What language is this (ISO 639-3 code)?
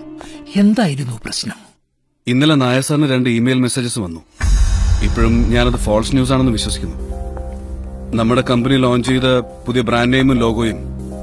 mal